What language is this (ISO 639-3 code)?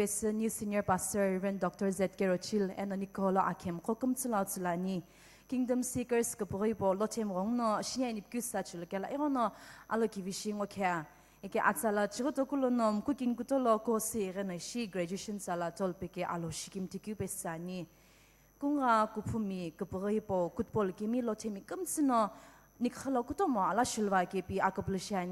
nsm